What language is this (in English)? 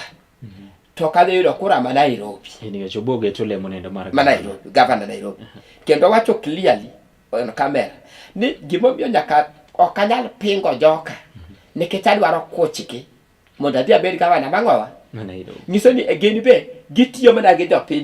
Luo (Kenya and Tanzania)